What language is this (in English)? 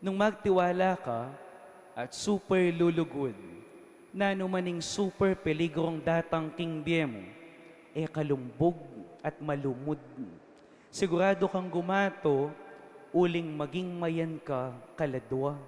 Pampanga